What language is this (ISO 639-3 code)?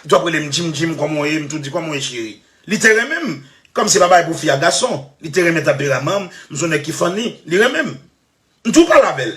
hat